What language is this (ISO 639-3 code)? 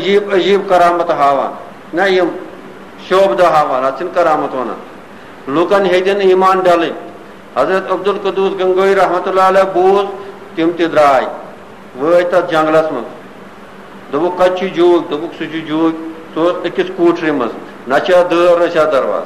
kas